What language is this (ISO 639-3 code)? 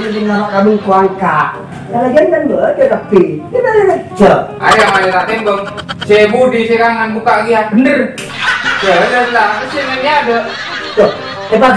mad